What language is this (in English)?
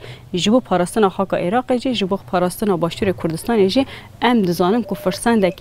Kurdish